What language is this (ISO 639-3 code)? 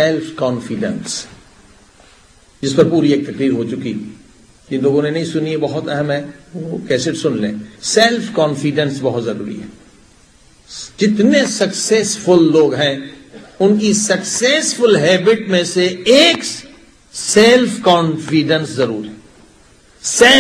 urd